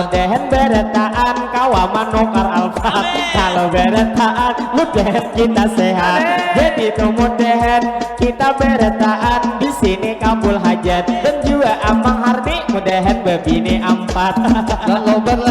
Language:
Banjar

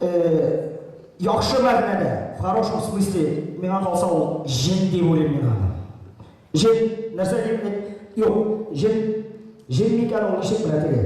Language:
Tatar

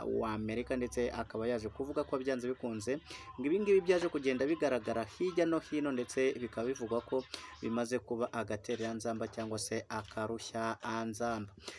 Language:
Kinyarwanda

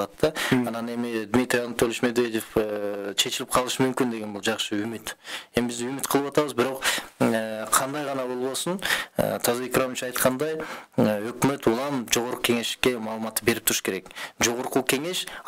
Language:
Kyrgyz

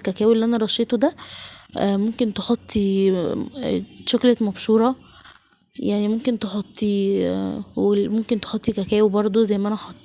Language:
Egyptian Arabic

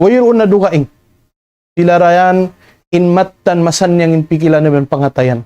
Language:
Tausug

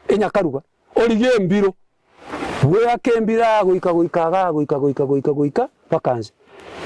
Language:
Gusii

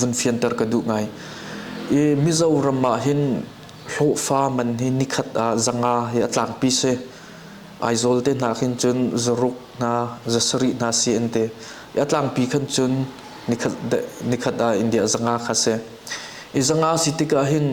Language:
Hakha Chin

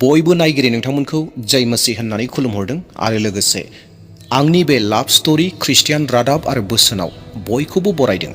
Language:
Bodo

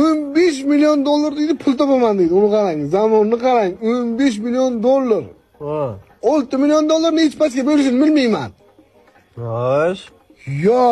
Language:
Uzbek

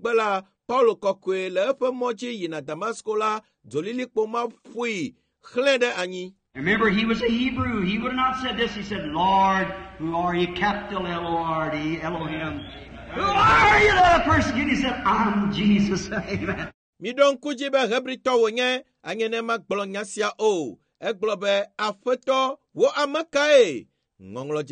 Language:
Ewe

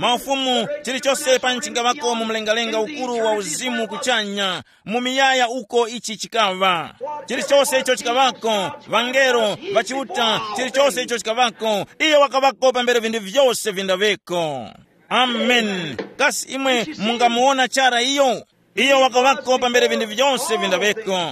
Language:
Tumbuka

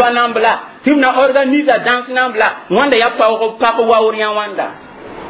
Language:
Mossi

